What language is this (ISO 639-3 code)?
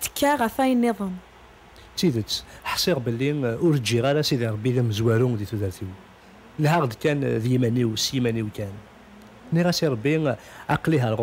kab